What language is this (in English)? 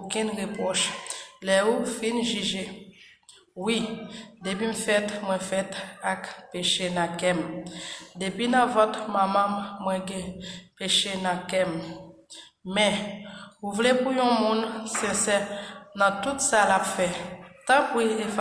Haitian Creole